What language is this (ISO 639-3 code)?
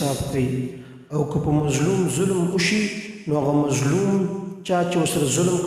pus